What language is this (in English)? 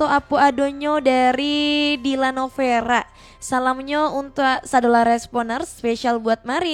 Minangkabau